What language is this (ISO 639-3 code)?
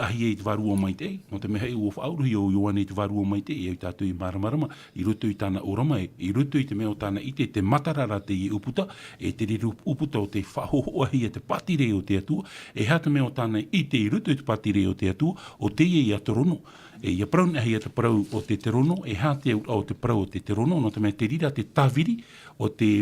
tah